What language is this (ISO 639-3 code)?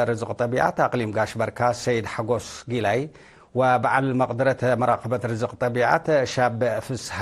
tig